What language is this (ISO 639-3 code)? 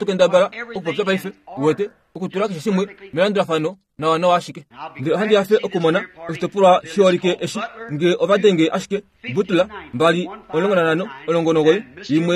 kua